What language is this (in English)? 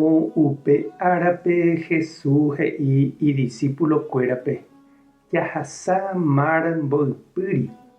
Guarani